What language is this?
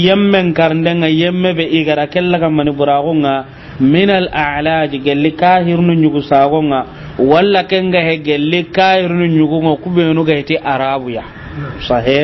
Soninke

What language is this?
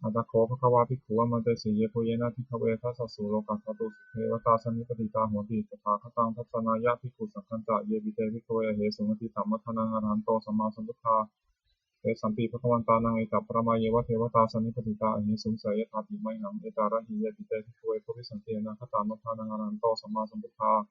Pali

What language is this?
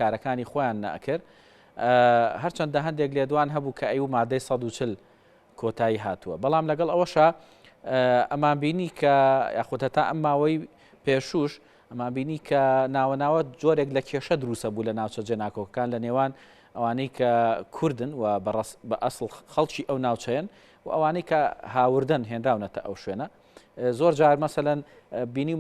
Central Kurdish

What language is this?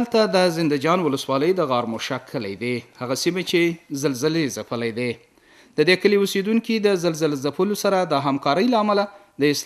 Pashto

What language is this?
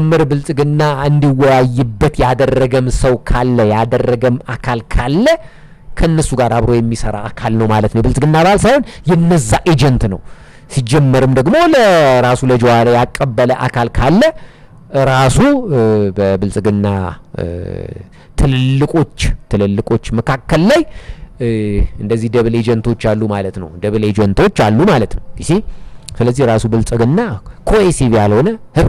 Amharic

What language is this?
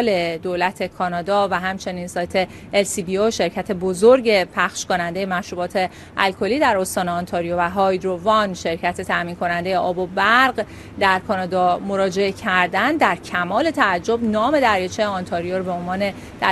Persian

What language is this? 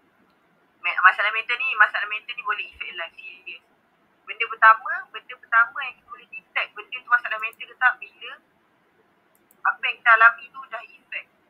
Malay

